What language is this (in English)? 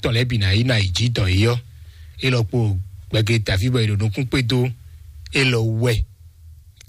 Fon